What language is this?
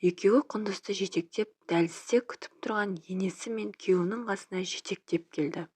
Kazakh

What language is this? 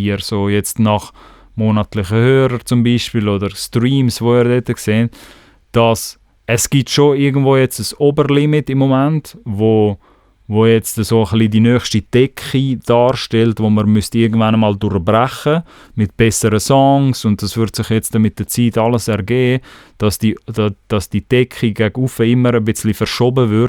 Swiss German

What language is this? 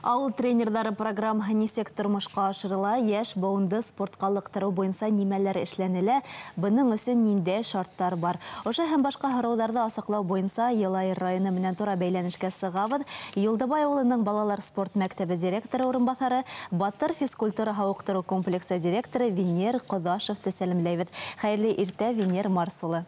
Bashkir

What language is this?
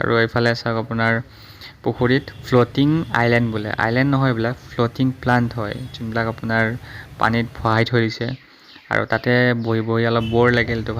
Assamese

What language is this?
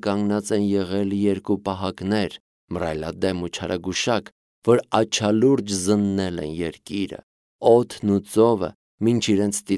Armenian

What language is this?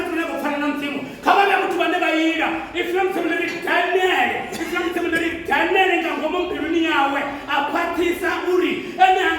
Venda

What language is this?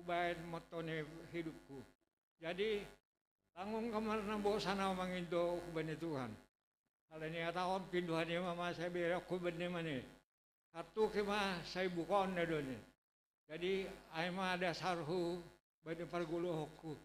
Batak Simalungun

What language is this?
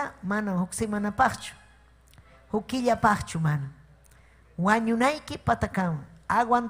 Ayacucho Quechua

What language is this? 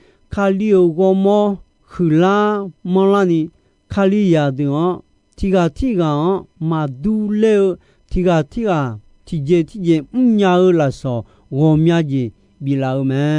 Akha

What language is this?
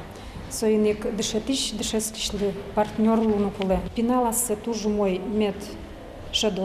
Udmurt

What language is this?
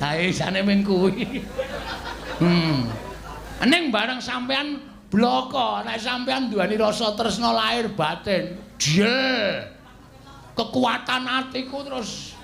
Javanese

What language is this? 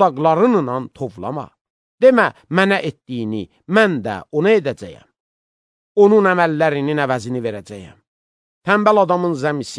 Azerbaijani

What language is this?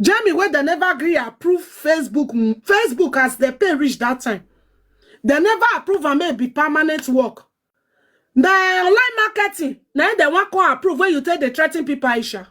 Nigerian Pidgin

